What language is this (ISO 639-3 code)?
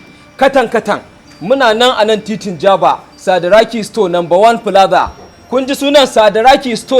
hau